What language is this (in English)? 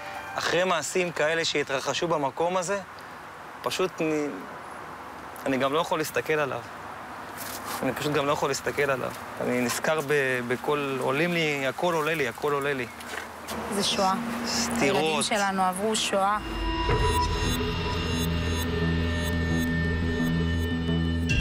Hebrew